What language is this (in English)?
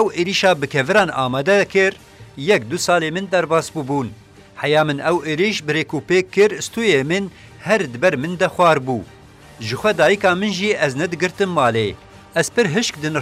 Kurdish